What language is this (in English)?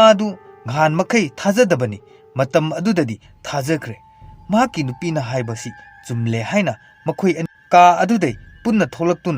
Manipuri